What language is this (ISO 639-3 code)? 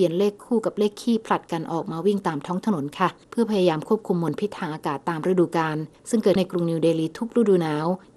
tha